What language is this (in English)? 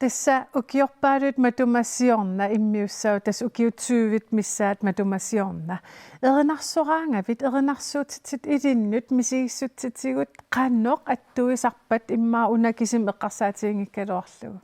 Kalaallisut